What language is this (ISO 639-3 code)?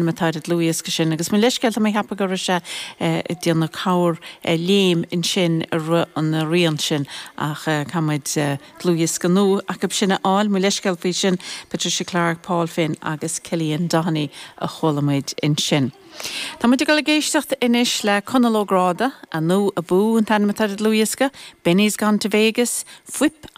gle